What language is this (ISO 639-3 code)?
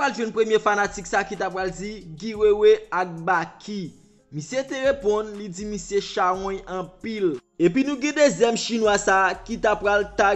hat